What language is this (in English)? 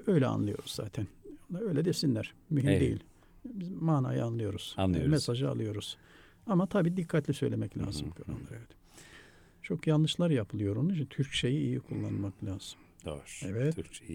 Turkish